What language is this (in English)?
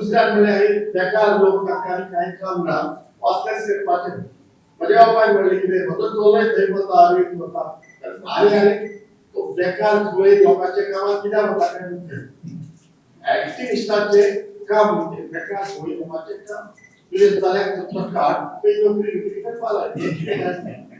Konkani